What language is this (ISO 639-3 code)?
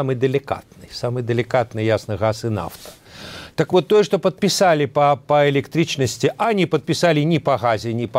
bel